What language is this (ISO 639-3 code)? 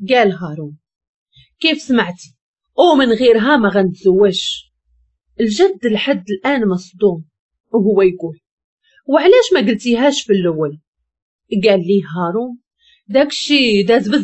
ary